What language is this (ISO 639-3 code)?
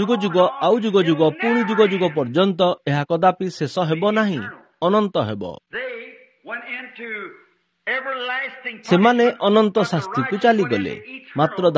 ori